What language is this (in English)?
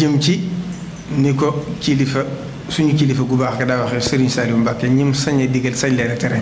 Wolof